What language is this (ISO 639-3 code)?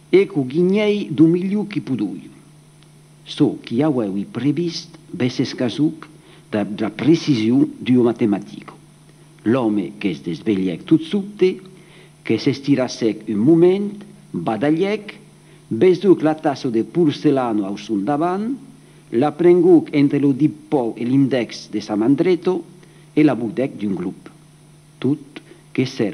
oci